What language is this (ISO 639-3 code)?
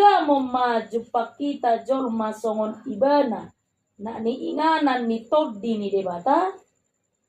bbc